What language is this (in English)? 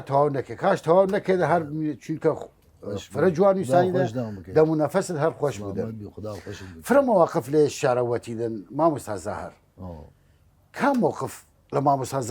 Southern Kurdish